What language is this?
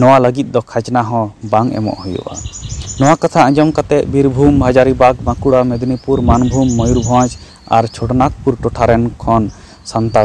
Santali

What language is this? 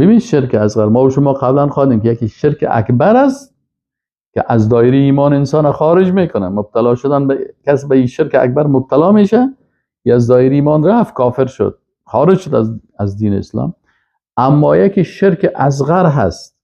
Persian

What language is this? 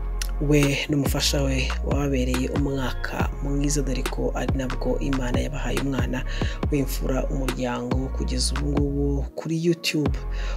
Kinyarwanda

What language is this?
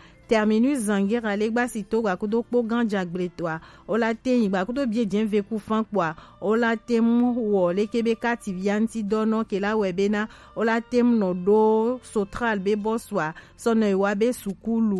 Gen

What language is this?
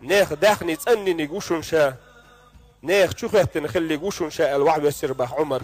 Chechen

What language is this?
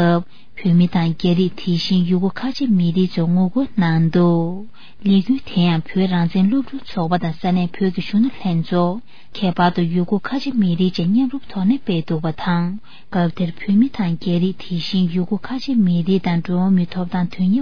Tibetan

